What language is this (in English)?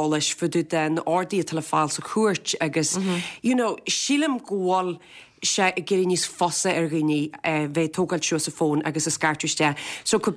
Irish